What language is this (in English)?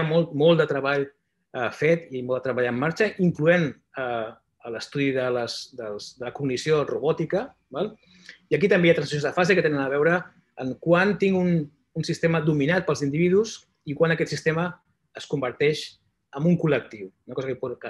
Catalan